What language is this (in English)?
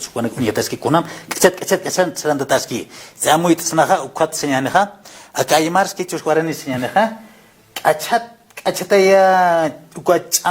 Aymara